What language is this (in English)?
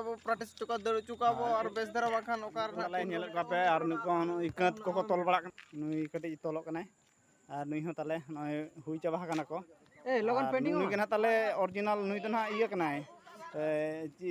Santali